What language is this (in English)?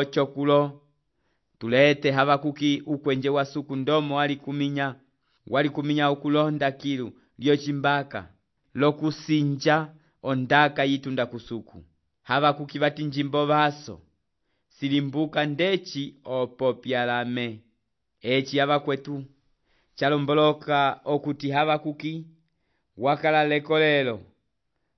Umbundu